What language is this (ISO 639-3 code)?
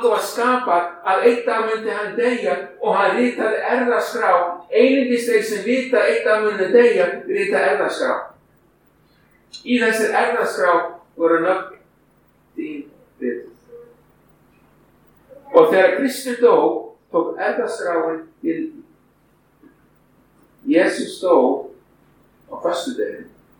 isl